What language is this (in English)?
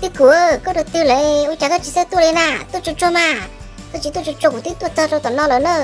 Hmong